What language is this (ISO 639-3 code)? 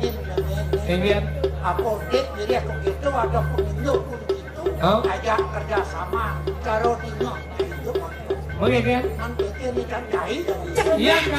ban